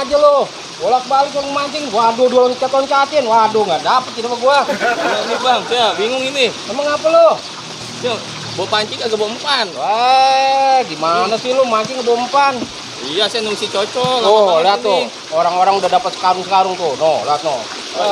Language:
Betawi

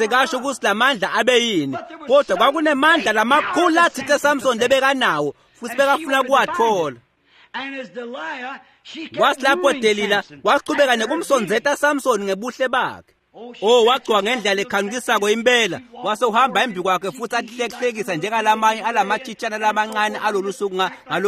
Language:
Swati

